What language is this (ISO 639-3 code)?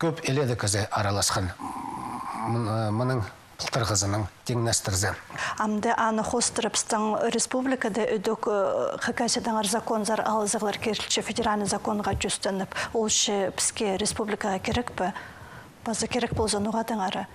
kjh